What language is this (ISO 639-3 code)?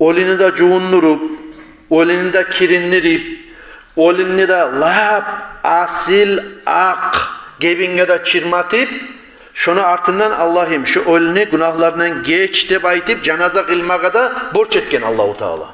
kum